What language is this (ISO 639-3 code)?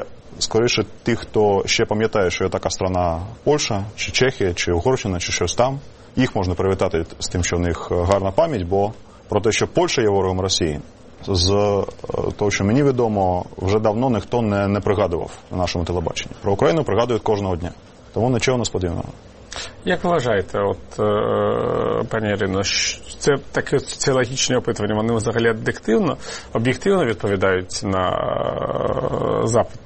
ukr